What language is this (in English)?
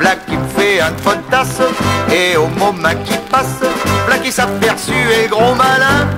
Picard